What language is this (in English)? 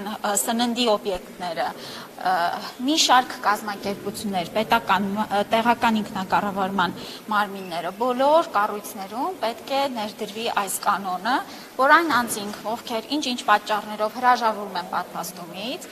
Armenian